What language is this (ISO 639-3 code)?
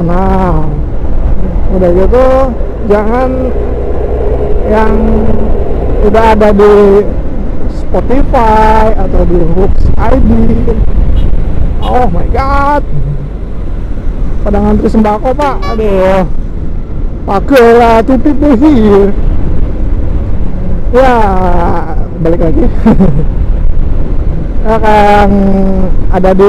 ind